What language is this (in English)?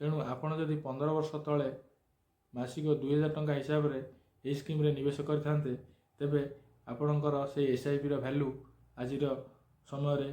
Odia